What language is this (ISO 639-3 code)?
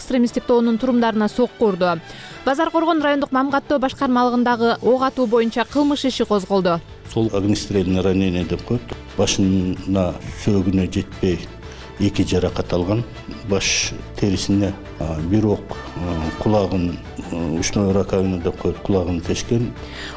kir